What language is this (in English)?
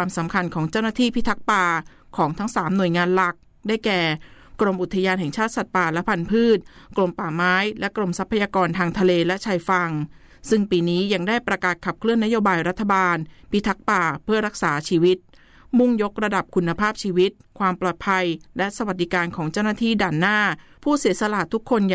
Thai